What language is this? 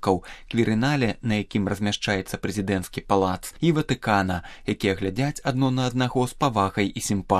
Belarusian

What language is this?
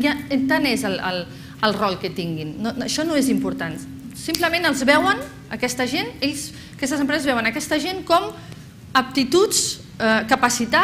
Catalan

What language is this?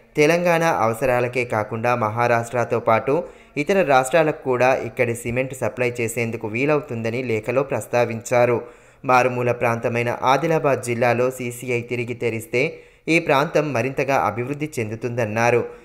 Telugu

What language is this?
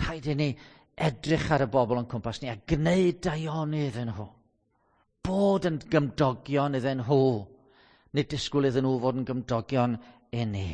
Welsh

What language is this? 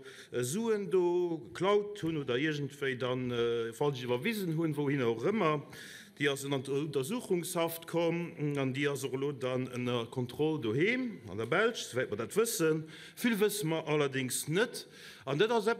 Luxembourgish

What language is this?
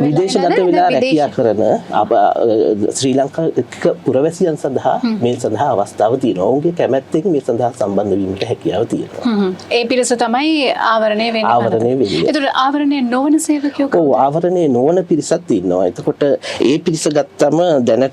Sinhala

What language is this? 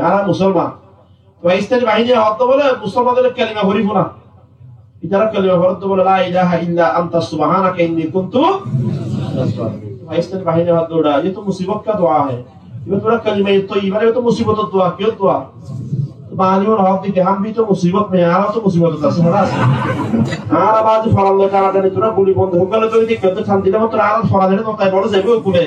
Rohingya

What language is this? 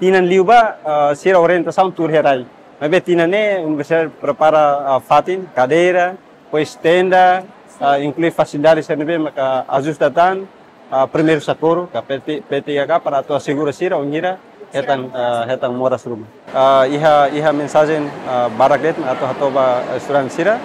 Tetum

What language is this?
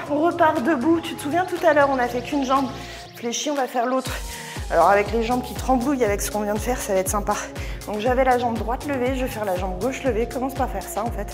French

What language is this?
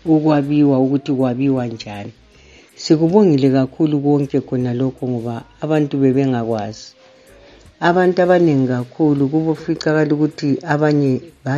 North Ndebele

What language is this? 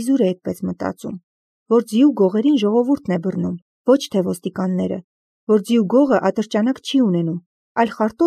Armenian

